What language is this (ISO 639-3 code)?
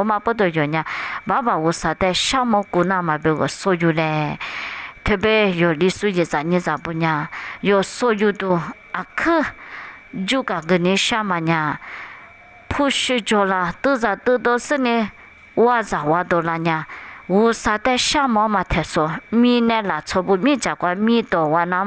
lis